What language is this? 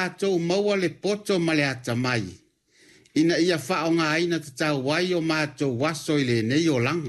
Samoan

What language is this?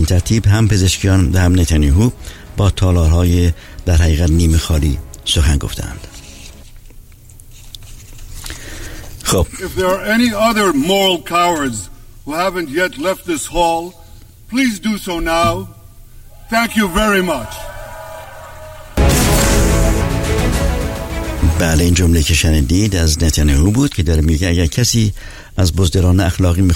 Persian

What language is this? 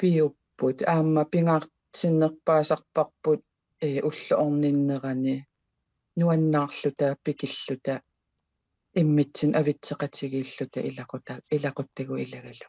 Kalaallisut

